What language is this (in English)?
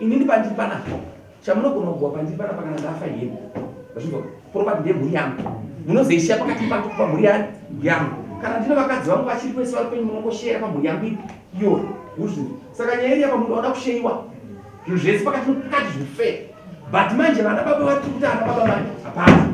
Shona